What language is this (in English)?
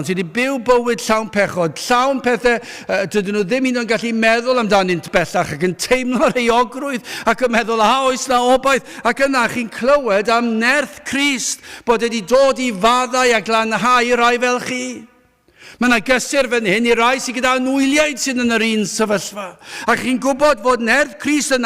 Welsh